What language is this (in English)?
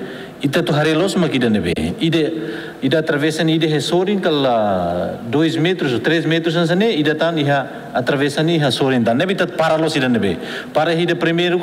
Tetum